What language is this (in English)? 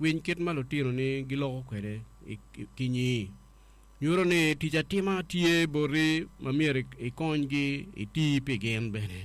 Acoli